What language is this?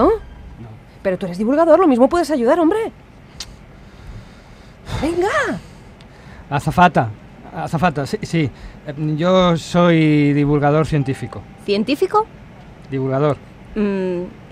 Spanish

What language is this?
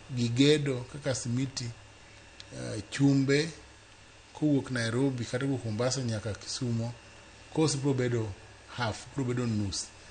Luo (Kenya and Tanzania)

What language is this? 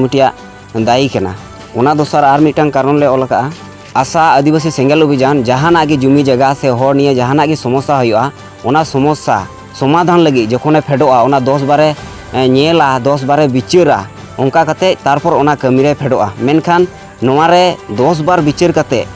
Santali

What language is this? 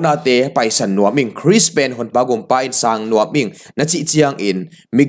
Tedim Chin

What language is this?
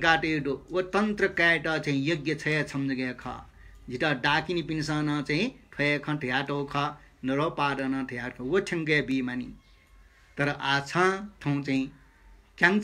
Newari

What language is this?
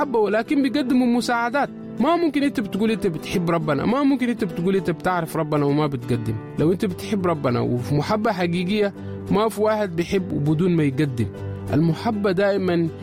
Sudanese Arabic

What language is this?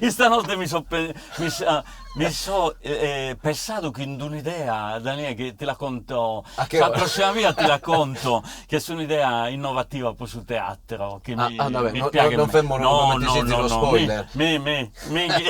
Sardinian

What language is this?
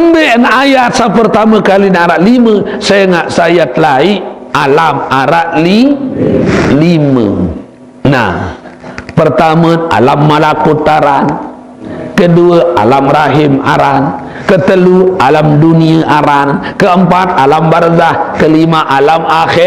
Sasak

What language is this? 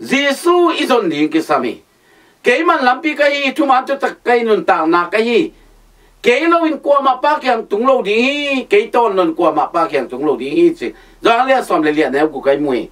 Tedim Chin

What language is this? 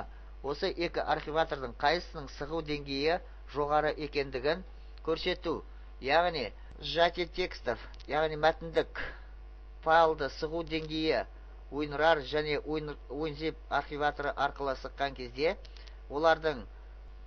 Kazakh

